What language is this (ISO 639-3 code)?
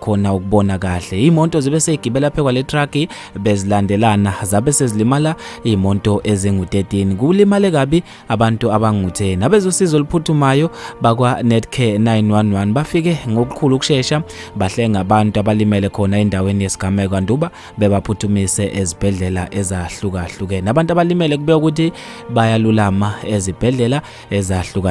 zul